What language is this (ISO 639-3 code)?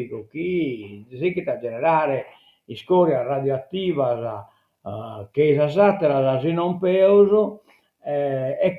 srd